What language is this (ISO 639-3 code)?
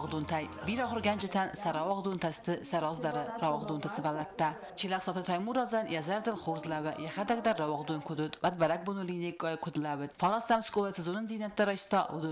oss